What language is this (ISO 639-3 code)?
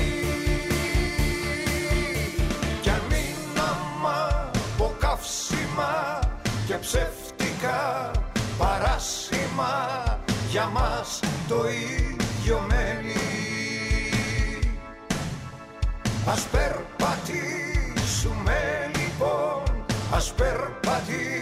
ell